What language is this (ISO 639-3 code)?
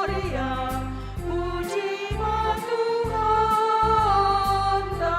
bts